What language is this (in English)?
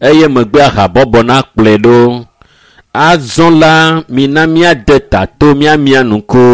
Ewe